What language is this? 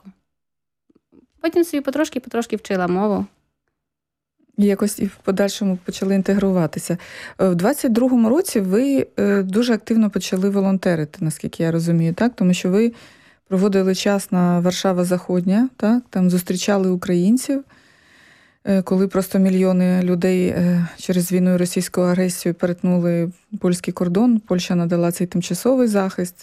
Ukrainian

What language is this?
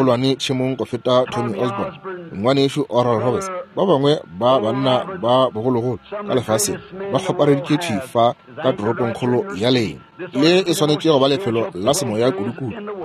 Northern Sotho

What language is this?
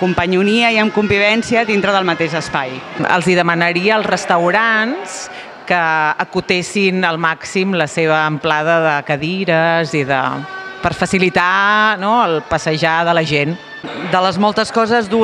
Catalan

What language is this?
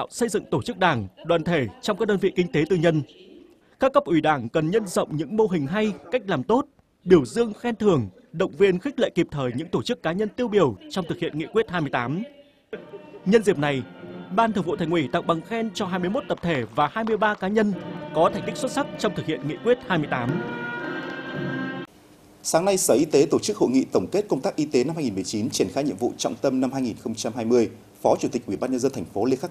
Vietnamese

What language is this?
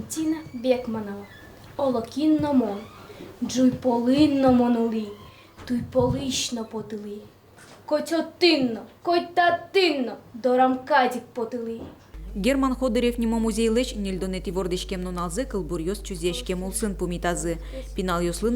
Udmurt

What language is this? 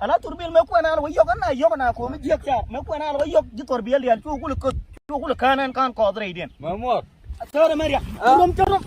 Nuer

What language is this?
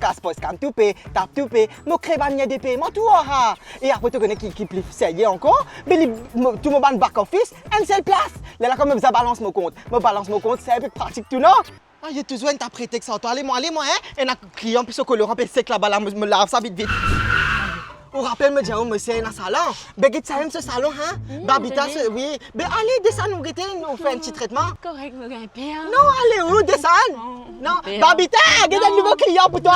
Morisyen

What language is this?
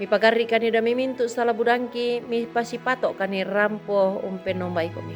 Toraja-Sa'dan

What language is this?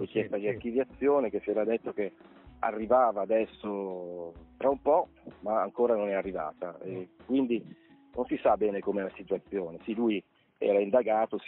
Italian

